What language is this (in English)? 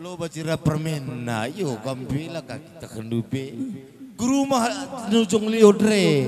Batak Karo